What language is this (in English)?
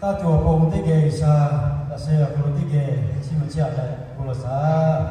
Lahu